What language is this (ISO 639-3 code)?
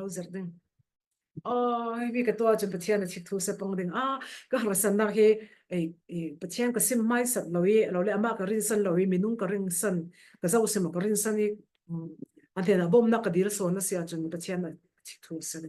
cfm